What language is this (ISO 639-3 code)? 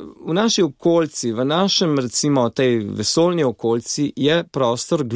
slv